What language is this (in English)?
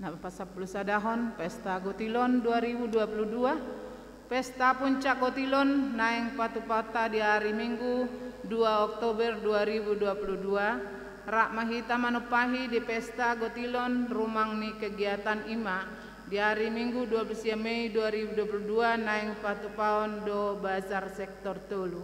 Batak Toba